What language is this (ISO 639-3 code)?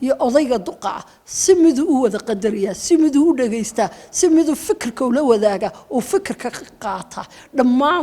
som